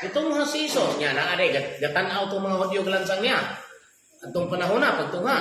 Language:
Cebuano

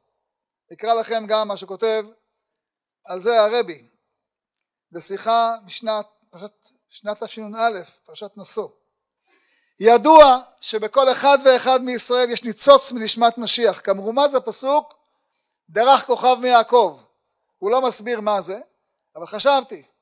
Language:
Hebrew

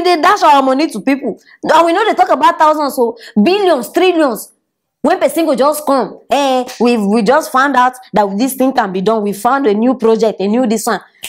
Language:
Nigerian Pidgin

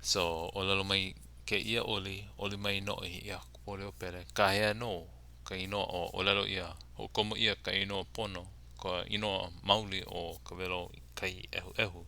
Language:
Hawaiian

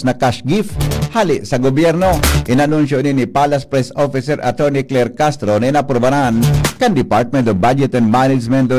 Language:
Bikol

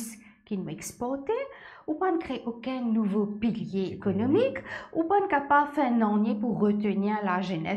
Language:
Morisyen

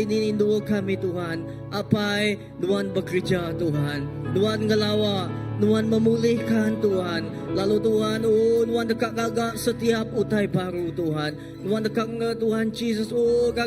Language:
Iban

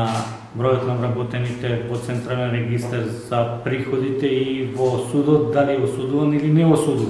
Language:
Macedonian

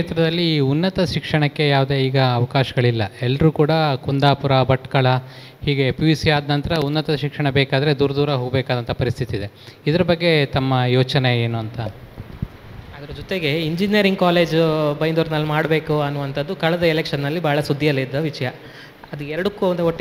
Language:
Kannada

